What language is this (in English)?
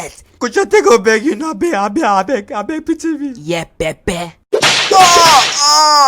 Nigerian Pidgin